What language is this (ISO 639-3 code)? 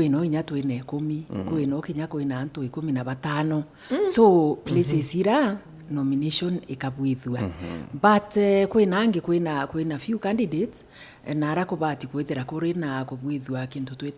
mer